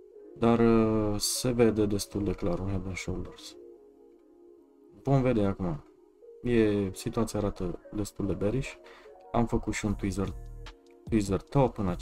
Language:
Romanian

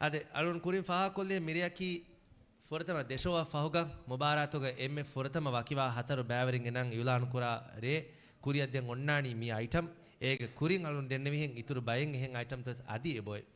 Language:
Divehi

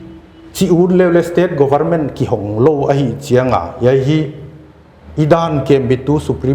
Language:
Paite Chin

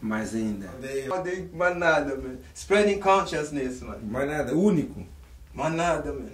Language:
Kabuverdianu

